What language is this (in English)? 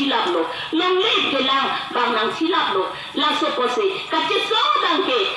Karbi